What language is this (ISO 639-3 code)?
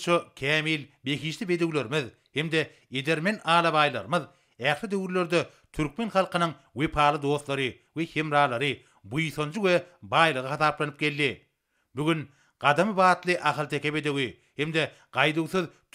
tuk